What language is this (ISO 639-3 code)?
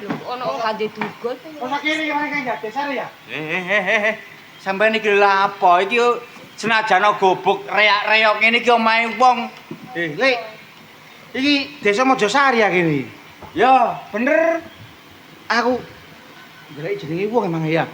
jav